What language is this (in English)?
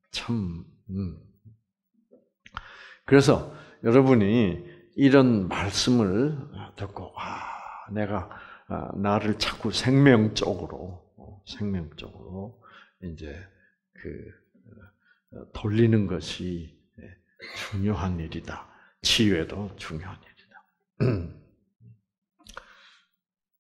Korean